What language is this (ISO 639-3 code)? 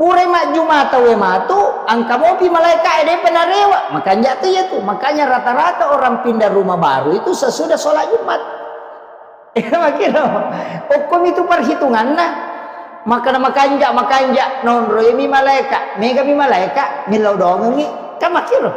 bug